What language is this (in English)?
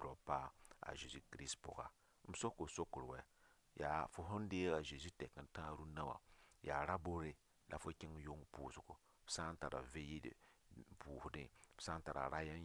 Mossi